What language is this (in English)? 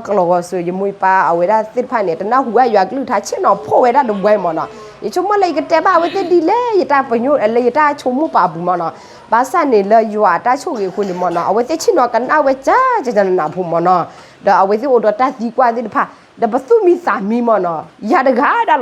S'gaw Karen